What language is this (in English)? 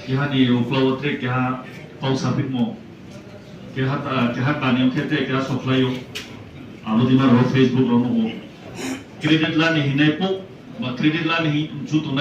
Riang (India)